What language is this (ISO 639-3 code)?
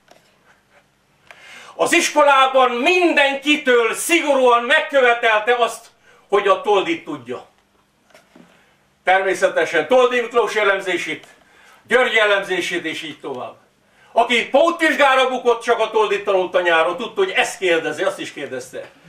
hun